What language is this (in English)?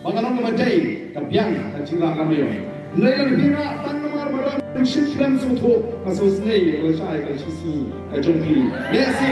Khasi